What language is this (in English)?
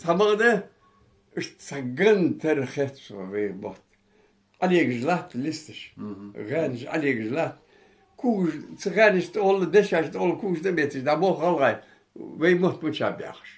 Ingush